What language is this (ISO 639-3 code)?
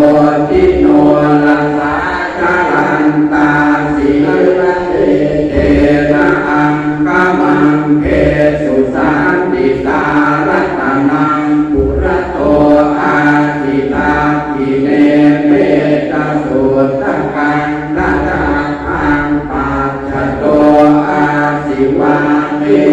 pli